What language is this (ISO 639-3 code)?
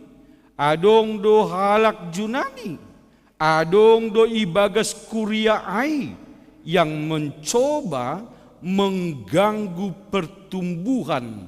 bts